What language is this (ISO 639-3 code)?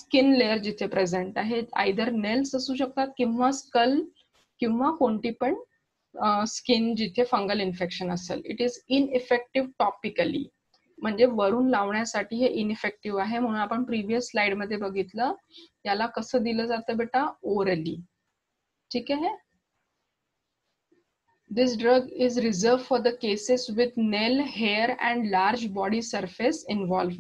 mar